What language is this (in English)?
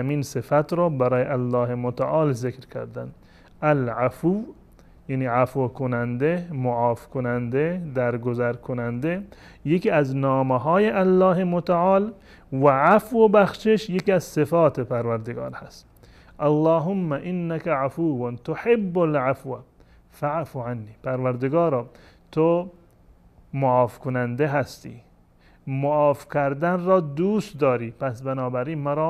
Persian